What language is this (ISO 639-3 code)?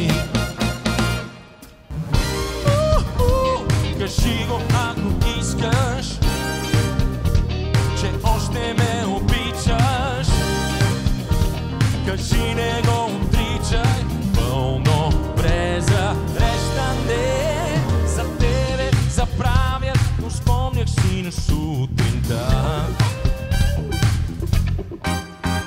bul